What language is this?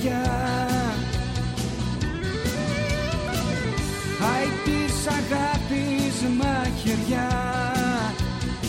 Greek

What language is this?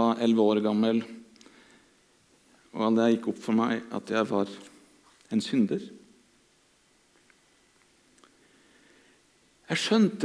Norwegian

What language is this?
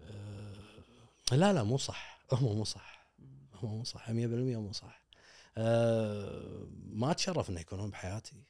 Gulf Arabic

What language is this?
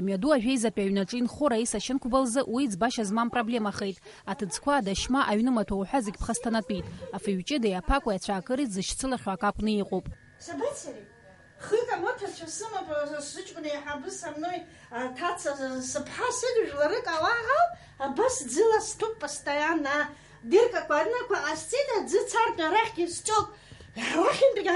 Abkhazian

